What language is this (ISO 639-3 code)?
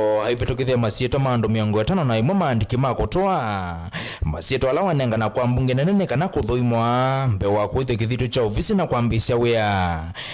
kam